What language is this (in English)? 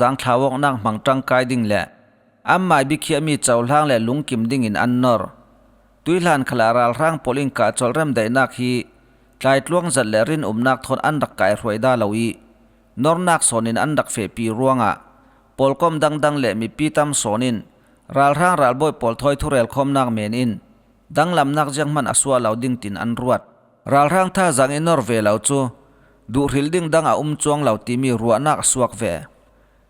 Falam Chin